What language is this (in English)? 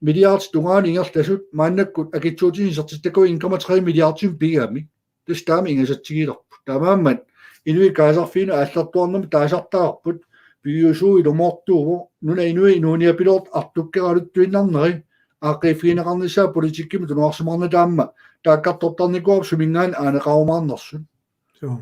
Kalaallisut